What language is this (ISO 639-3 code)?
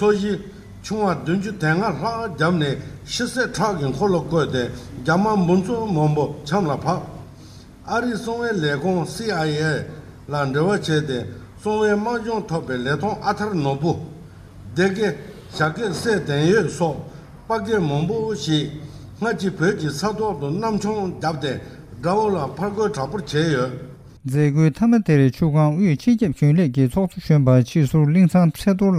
bod